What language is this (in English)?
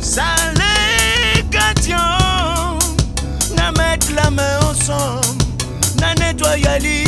Réunion Creole French